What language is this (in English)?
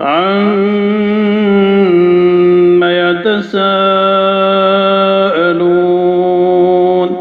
Maranao